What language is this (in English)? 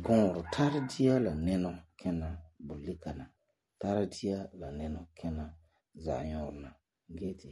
Frafra